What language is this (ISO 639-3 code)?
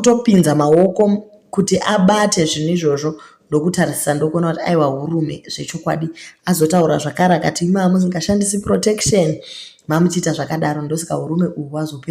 sna